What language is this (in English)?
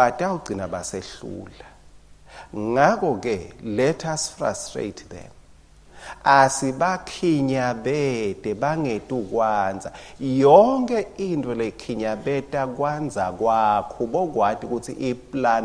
Swati